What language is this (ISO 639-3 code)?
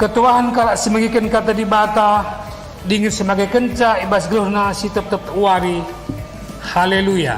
btx